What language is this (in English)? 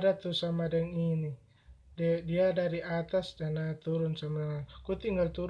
Manado Malay